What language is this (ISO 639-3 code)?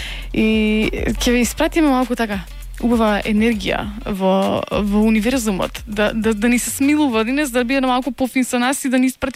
mkd